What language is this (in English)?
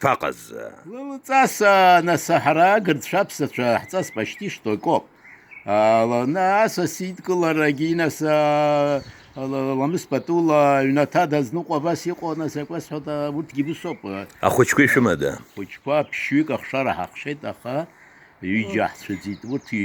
Abkhazian